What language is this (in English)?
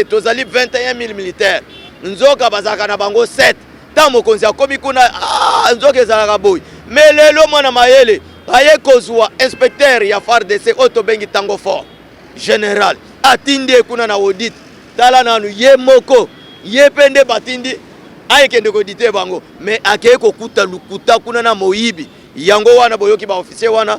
Lingala